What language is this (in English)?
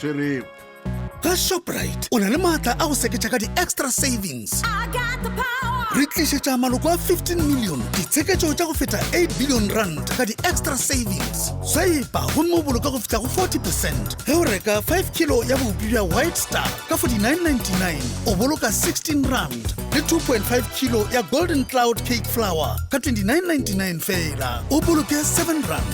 Northern Sotho